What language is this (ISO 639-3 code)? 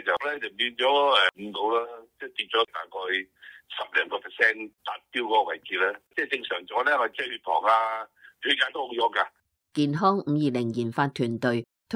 yue